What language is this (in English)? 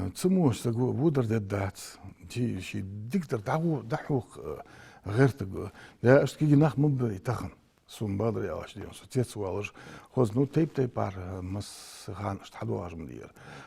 Ingush